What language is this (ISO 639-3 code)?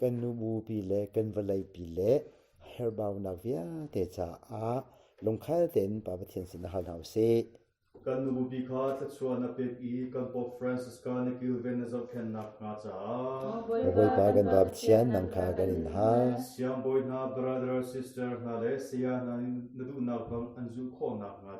cnh